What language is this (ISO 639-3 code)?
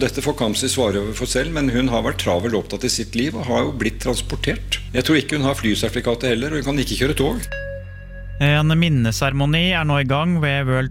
nor